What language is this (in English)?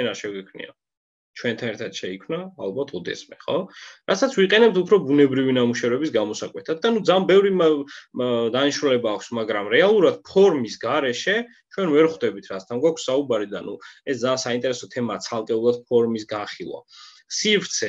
Georgian